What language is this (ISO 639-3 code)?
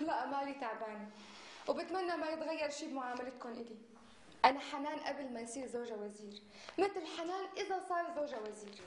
apc